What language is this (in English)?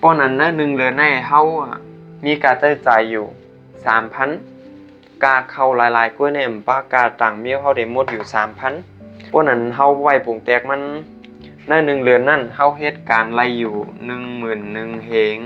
Shan